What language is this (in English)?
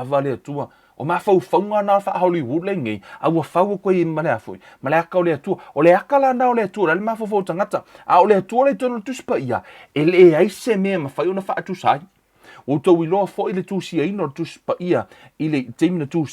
Samoan